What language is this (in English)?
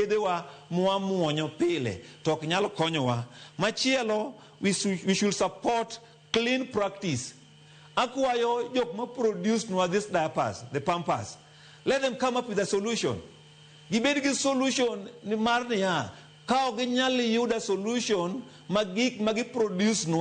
Luo (Kenya and Tanzania)